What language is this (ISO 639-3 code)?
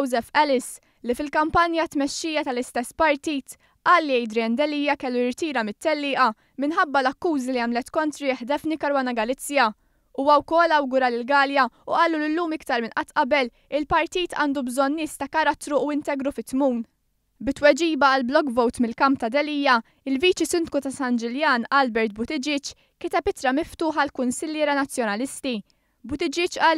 mlt